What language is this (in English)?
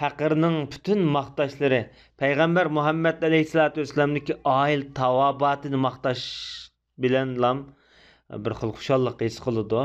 Uyghur